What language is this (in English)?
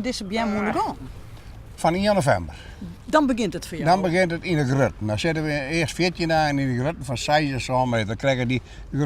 Western Frisian